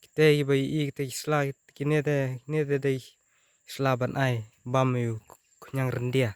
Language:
Khasi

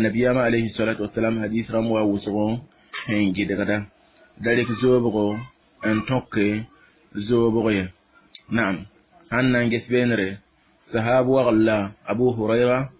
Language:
Mossi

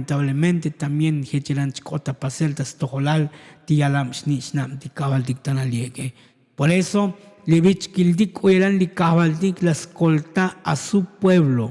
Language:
Tzotzil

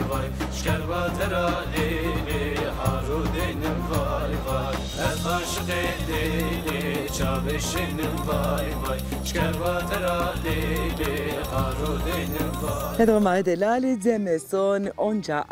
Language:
Zaza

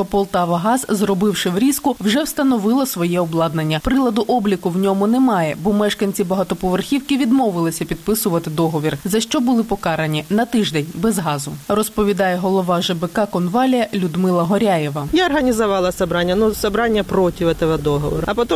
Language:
Ukrainian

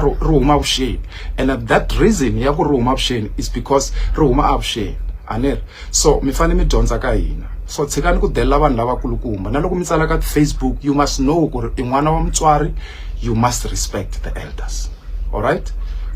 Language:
Tsonga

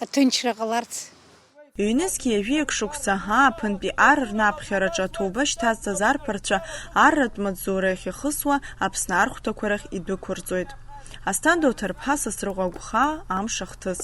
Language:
Abkhazian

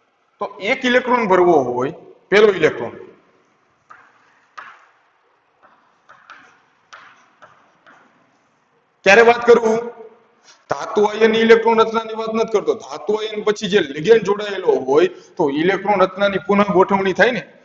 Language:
Gujarati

